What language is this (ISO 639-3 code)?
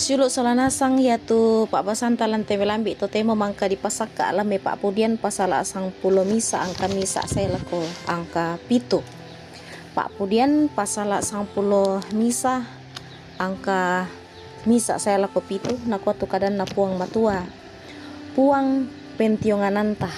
sda